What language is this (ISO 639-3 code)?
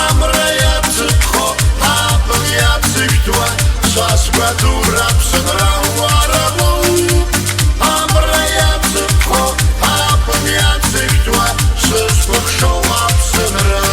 abk